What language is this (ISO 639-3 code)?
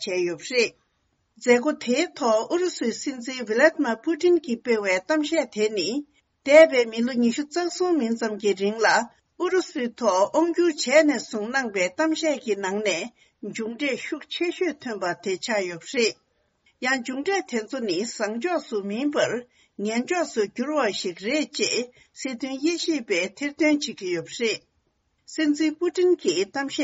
bod